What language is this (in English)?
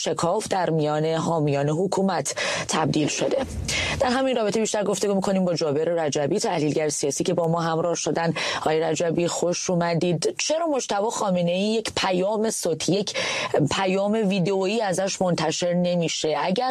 Persian